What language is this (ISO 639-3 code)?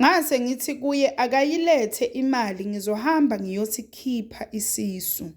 zul